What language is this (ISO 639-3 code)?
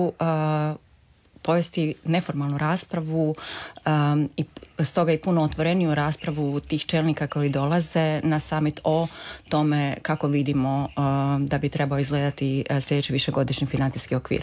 hrv